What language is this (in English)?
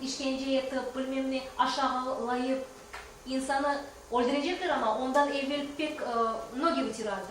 Crimean Tatar